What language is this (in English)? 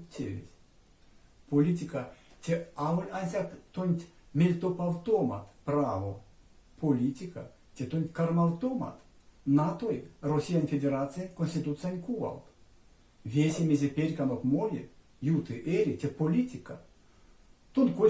Erzya